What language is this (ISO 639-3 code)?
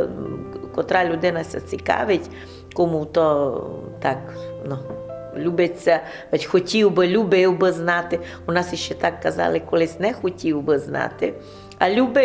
rue